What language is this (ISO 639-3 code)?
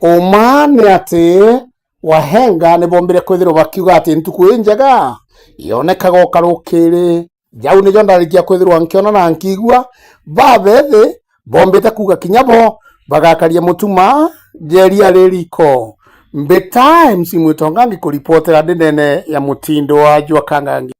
mer